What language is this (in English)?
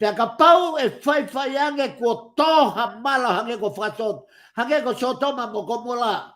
Tongan